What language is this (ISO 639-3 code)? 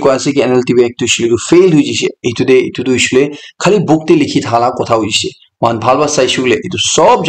nag